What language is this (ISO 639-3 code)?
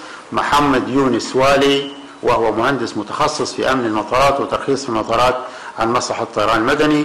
ara